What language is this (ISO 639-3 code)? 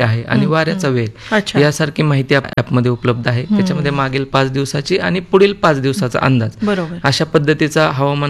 mar